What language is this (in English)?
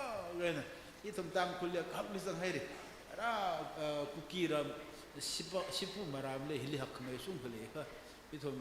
Tangkhul Naga (India)